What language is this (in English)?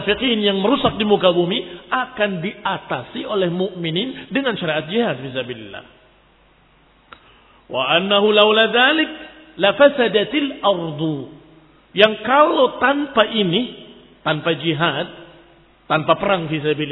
Indonesian